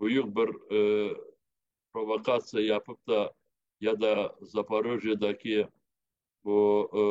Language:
Crimean Tatar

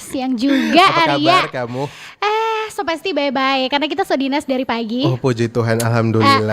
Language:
Manado Malay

